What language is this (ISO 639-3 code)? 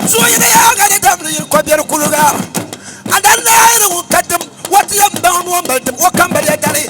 dag